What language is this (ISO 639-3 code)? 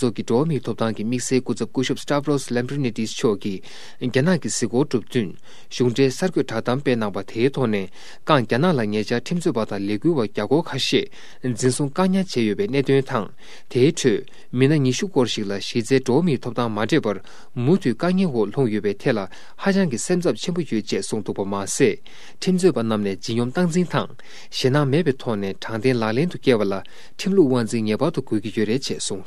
bod